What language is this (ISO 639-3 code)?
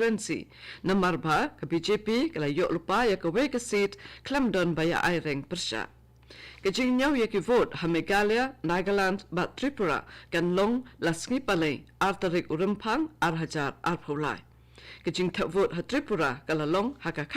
kha